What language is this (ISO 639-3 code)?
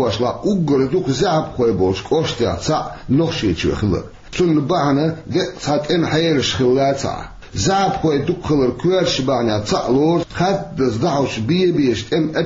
che